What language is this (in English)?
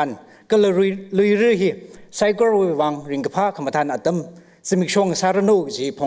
Tangkhul Naga (India)